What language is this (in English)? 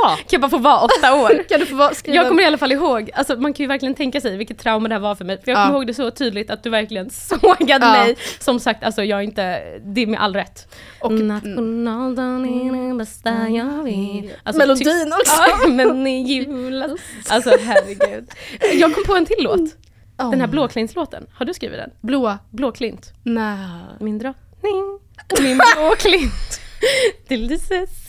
Swedish